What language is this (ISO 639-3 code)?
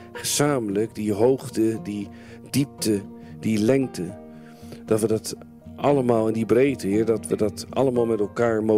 nld